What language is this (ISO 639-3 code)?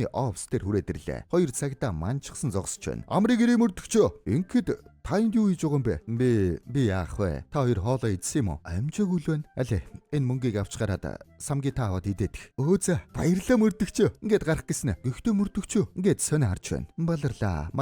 mon